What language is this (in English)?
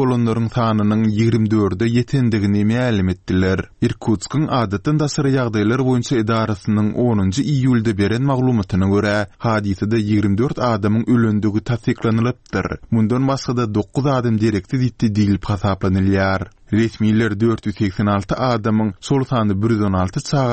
Turkmen